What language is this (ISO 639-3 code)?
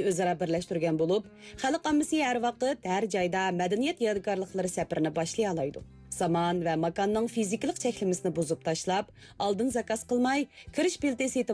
uig